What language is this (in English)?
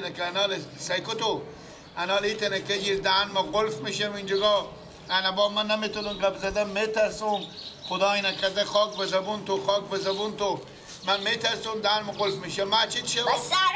Persian